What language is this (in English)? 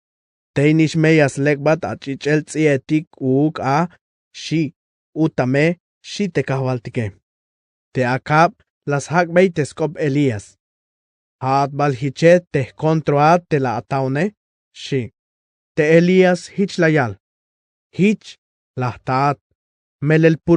Tzeltal